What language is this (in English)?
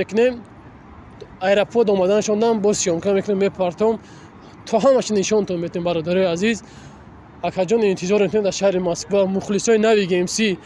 Tajik